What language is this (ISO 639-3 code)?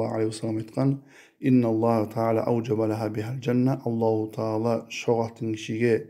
kum